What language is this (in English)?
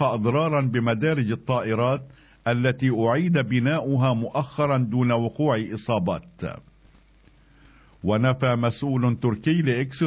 Arabic